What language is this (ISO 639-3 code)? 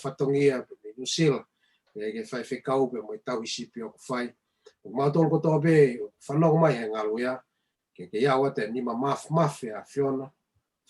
ton